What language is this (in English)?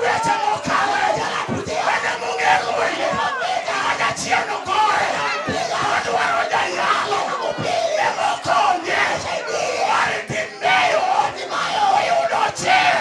Luo (Kenya and Tanzania)